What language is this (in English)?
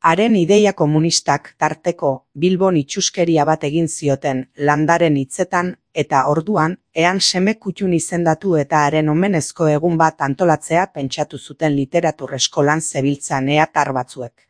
Basque